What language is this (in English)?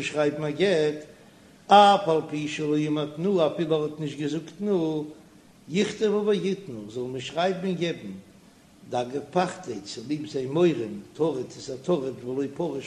Yiddish